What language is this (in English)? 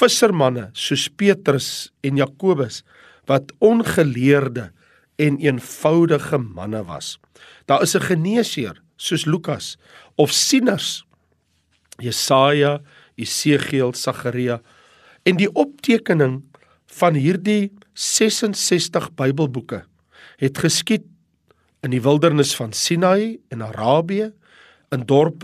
Afrikaans